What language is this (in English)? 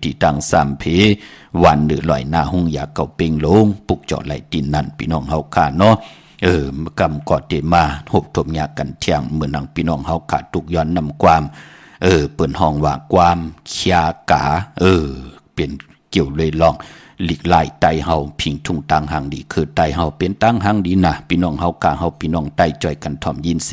Shan